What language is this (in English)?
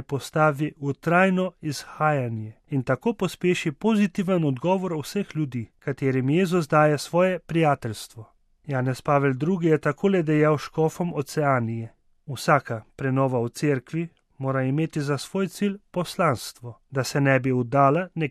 Slovenian